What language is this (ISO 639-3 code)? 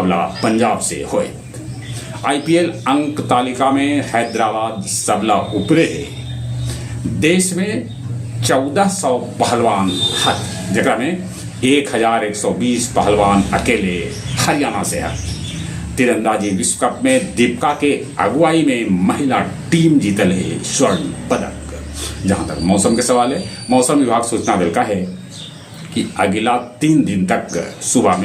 mag